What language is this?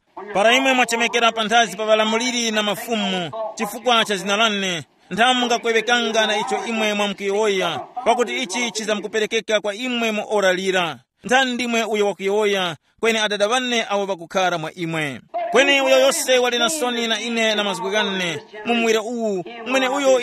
Tumbuka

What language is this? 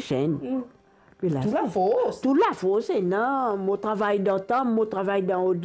Morisyen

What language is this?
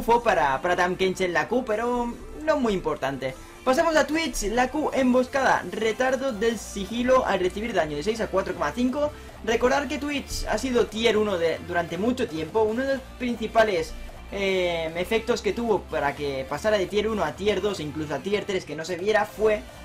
Spanish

